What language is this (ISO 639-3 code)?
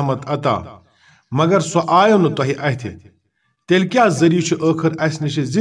kas